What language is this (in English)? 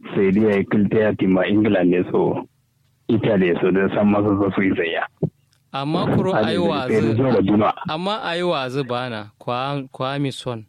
Kanuri